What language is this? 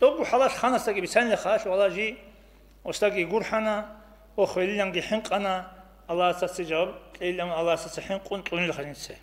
Avaric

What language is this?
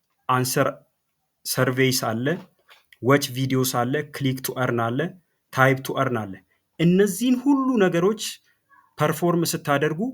Amharic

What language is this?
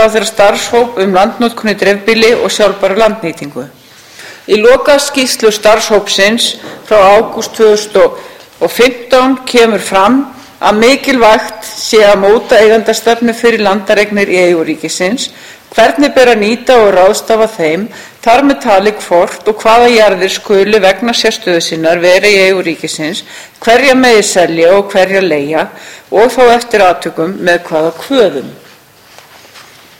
Icelandic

